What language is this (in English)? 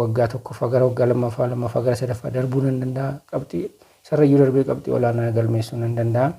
Oromo